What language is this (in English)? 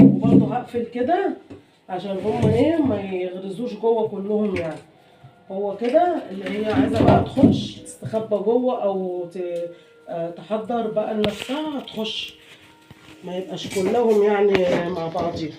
Egyptian Arabic